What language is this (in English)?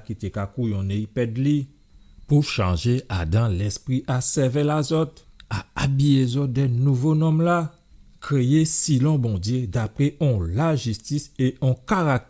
Guadeloupean Creole French